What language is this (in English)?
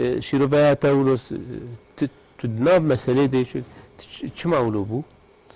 Kurdish